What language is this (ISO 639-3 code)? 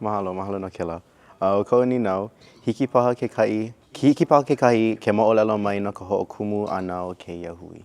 haw